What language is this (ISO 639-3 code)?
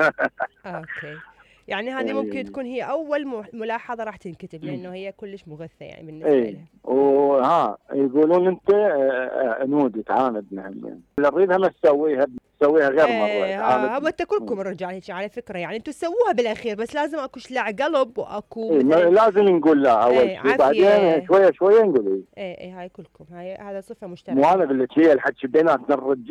acm